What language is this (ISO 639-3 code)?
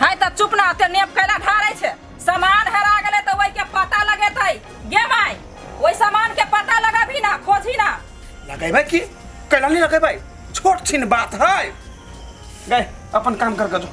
mai